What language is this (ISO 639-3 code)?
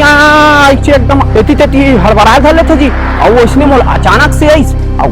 hne